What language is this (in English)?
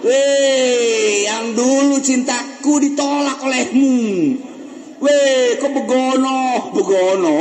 Sundanese